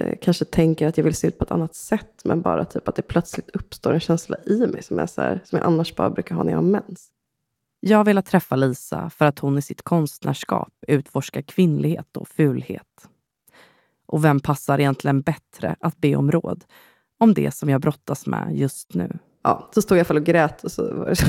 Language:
Swedish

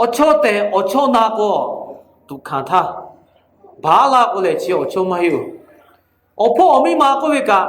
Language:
Lahu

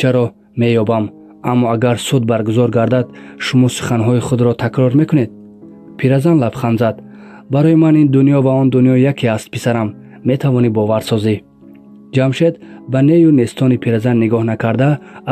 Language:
Tajik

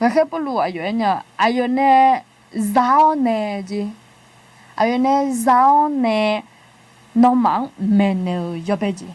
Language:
Akha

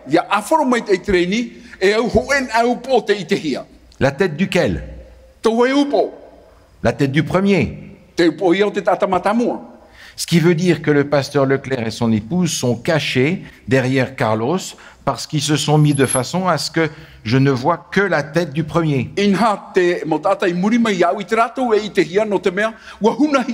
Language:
Tahitian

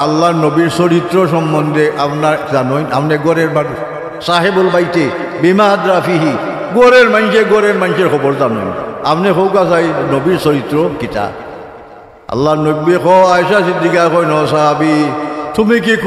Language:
Sylheti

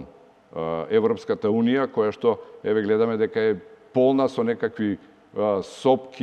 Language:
Macedonian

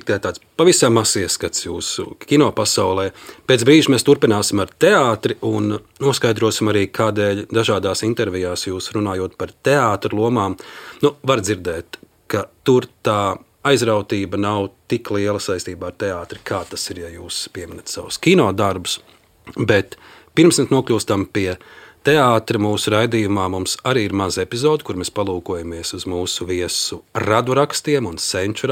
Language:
Latvian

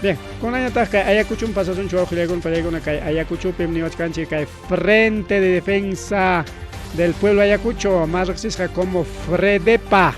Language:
Ayacucho Quechua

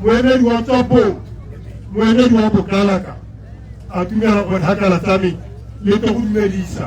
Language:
Tswana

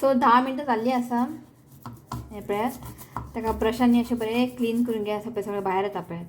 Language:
Konkani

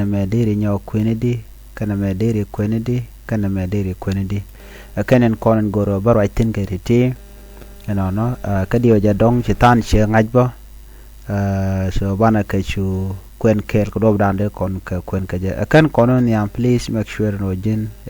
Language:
Nuer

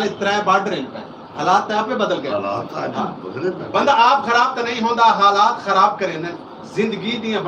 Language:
Saraiki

